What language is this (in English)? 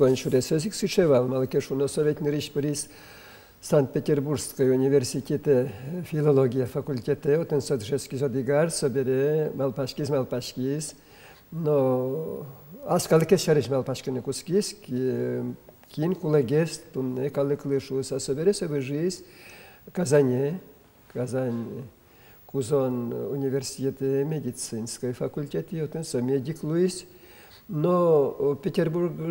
Udmurt